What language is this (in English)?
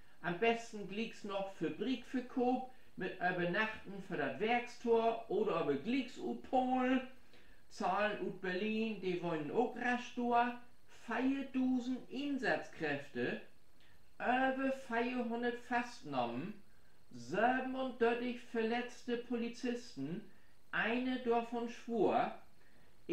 Low German